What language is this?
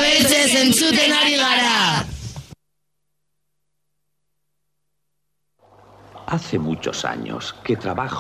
Basque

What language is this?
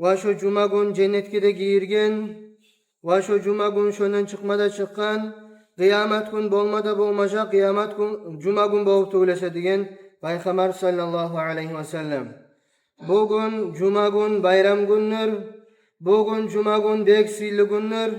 Kumyk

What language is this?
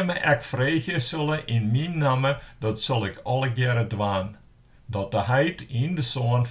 Western Frisian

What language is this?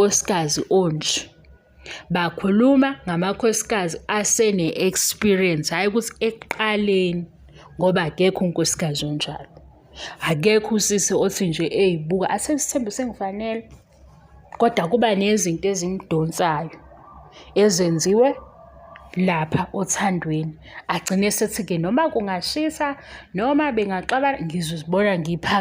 Zulu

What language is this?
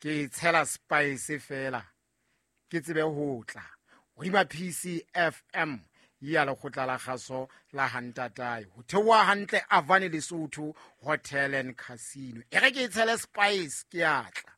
Southern Sotho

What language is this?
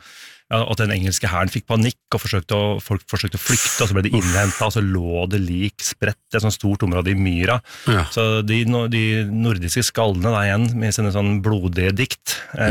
Norwegian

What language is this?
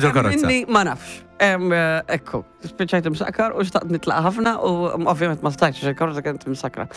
Maltese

